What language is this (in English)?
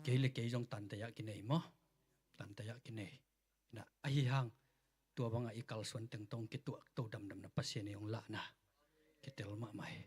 Tedim Chin